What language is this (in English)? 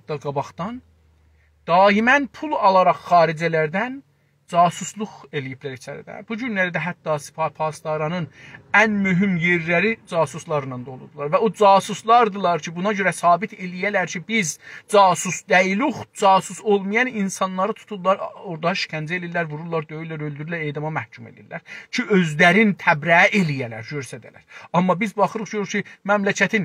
South Azerbaijani